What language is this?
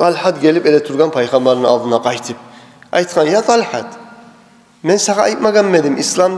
Kumyk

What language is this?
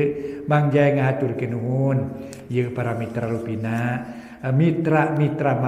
Sundanese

